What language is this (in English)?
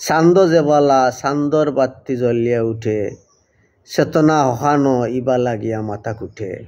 Sylheti